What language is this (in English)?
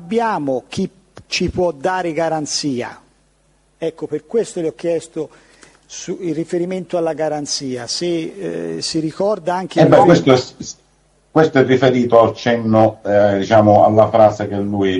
Italian